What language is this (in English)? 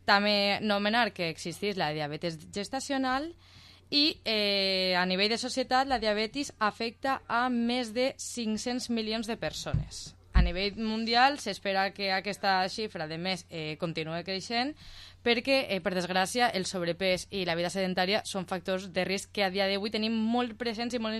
Catalan